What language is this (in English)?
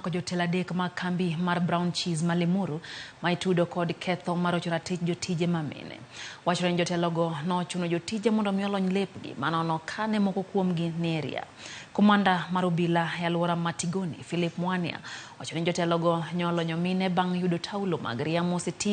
Luo (Kenya and Tanzania)